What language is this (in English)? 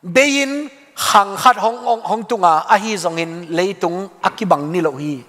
Tedim Chin